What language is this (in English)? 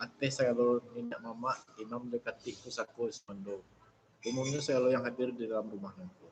Minangkabau